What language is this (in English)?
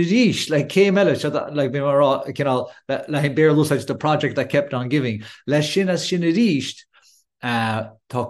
Irish